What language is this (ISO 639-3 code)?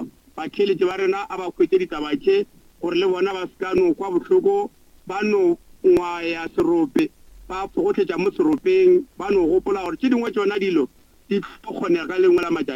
nso